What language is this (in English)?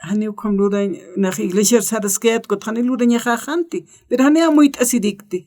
Aymara